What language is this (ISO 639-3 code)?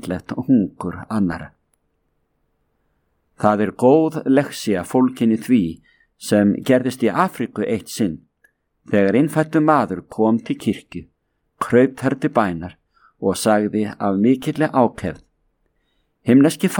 isl